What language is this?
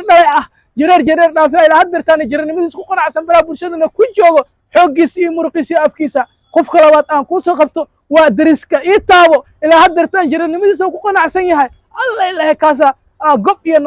Somali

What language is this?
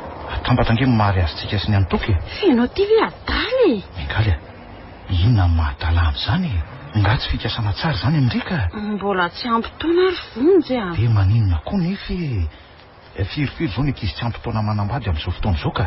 Malagasy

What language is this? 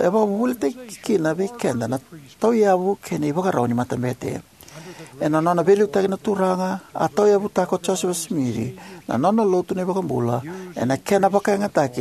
Fijian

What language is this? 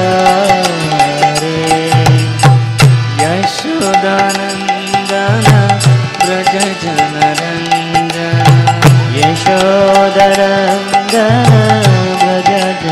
Hindi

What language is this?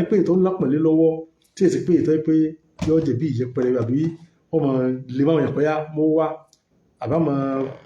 Yoruba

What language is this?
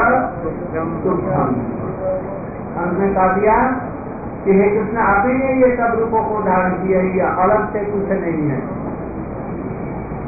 Hindi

